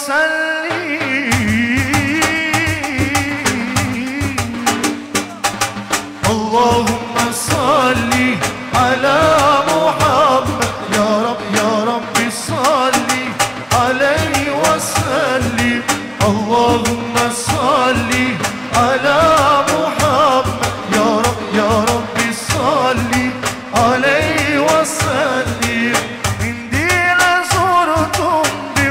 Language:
Arabic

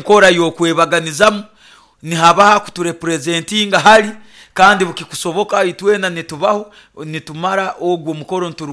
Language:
Nyoro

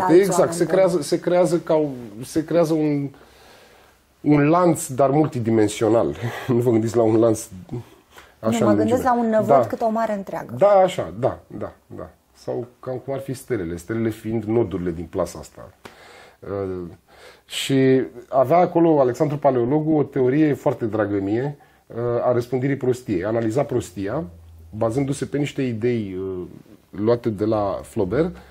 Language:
Romanian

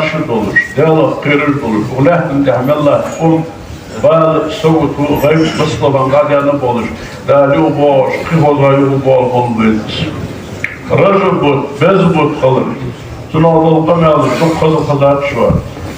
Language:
Ingush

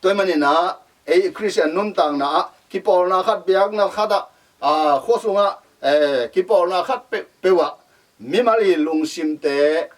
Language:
Tedim Chin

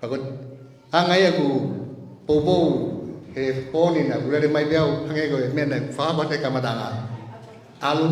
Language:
Tongan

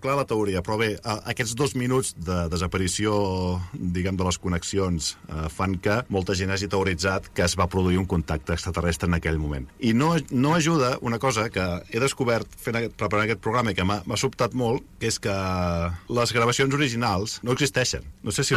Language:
Catalan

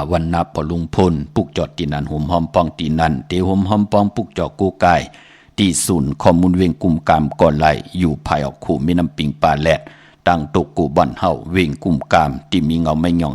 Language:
Shan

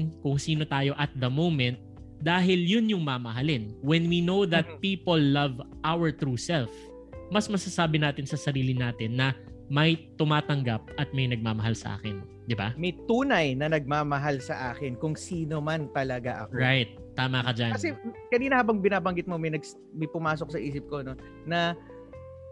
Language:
Filipino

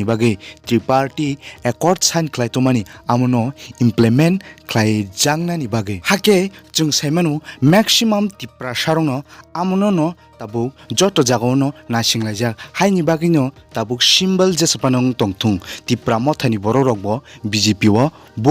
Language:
Kok Borok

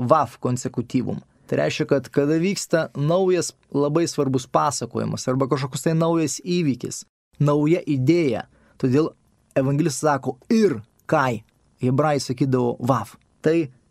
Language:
Lithuanian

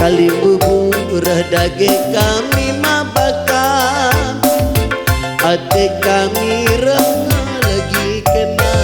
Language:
Batak Karo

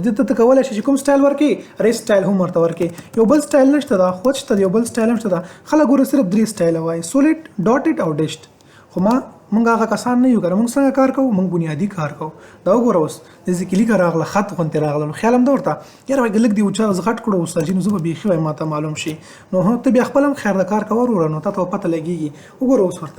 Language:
Pashto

